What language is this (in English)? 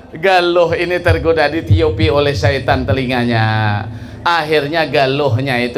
Banjar